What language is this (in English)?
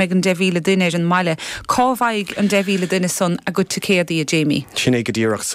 Irish